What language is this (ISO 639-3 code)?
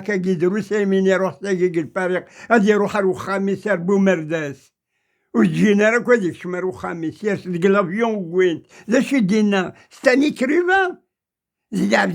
kab